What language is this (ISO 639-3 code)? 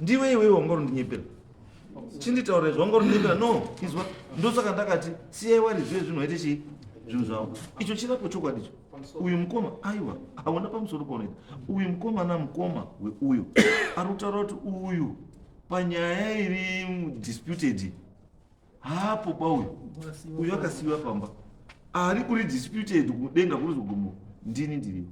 sna